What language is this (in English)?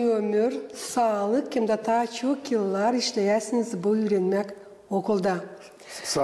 Gagauz